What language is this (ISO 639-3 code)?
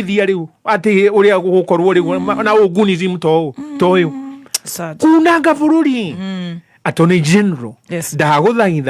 kik